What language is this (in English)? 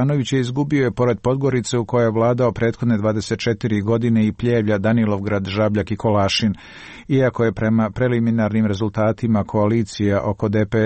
Serbian